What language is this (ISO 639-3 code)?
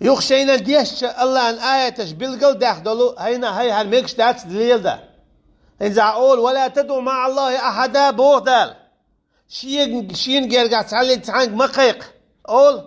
che